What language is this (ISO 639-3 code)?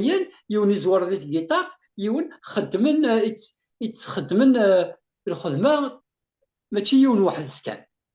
kab